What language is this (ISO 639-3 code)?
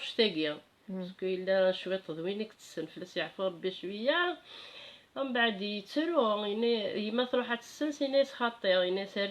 kab